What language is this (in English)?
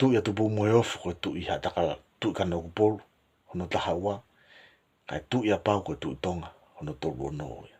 Tongan